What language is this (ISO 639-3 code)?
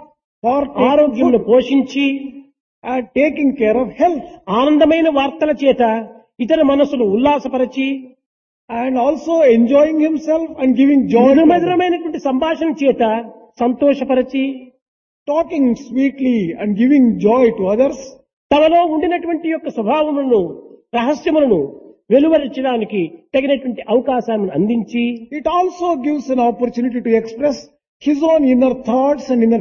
tel